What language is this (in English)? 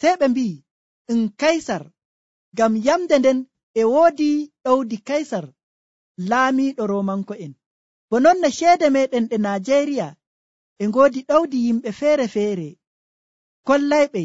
Nigerian Fulfulde